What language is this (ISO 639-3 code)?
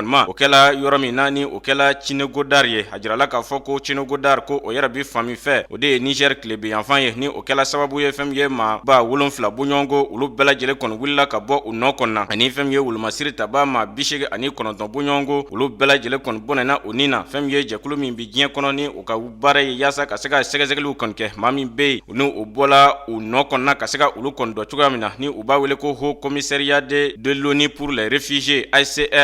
bam